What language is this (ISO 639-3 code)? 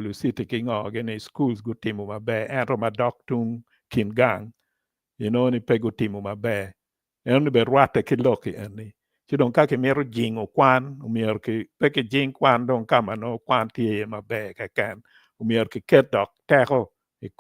ach